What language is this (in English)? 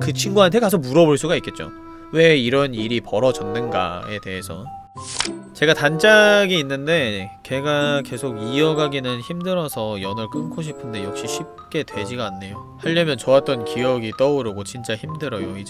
Korean